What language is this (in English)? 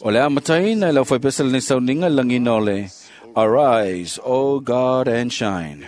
Samoan